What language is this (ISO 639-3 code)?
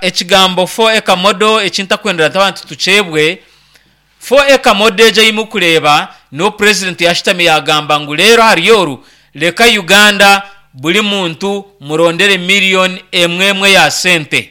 nyn